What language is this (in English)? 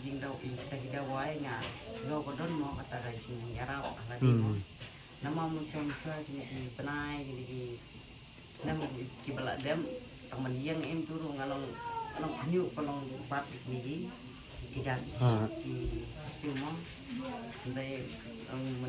Khasi